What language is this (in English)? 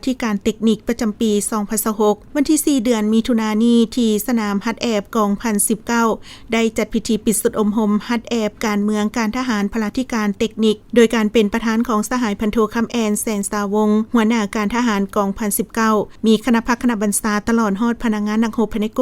Lao